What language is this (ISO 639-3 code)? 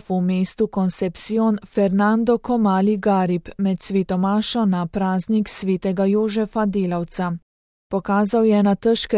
slv